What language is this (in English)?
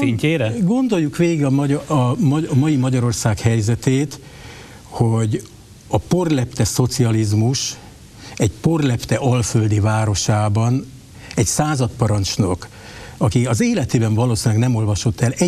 Hungarian